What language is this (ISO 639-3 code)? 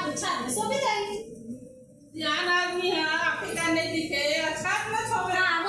hne